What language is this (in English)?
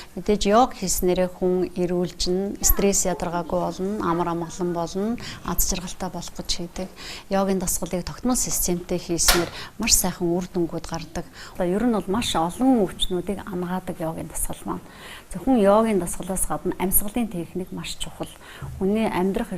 Mongolian